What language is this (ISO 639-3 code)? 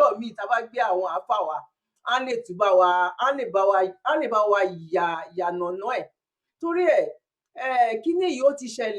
yor